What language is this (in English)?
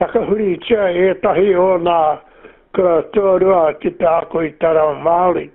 Māori